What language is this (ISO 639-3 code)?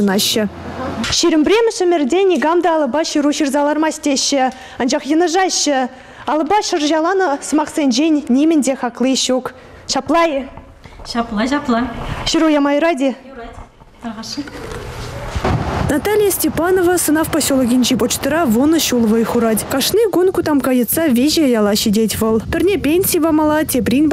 chv